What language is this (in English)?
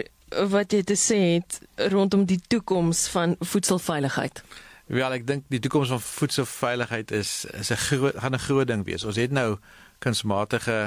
Afrikaans